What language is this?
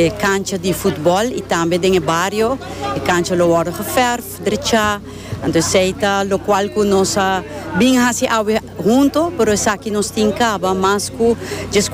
Papiamento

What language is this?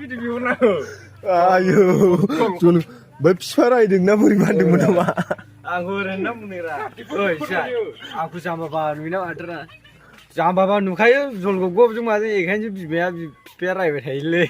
Bodo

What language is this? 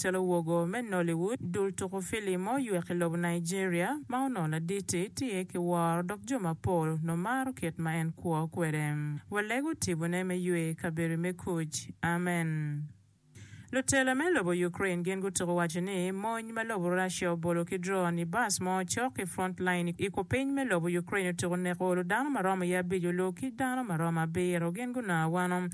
Acoli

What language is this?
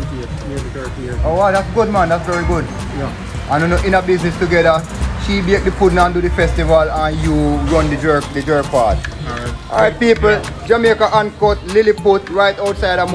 Jamaican Creole English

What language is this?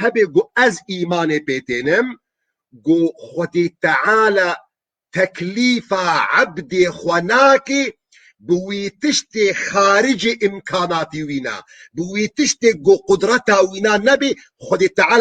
Kurdish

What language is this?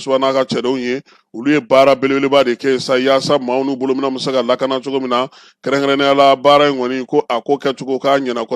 Bambara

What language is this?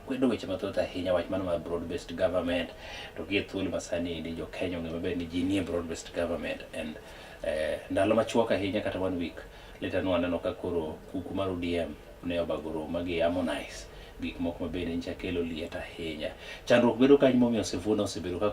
Luo (Kenya and Tanzania)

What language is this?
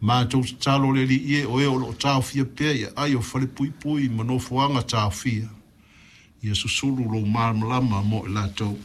Samoan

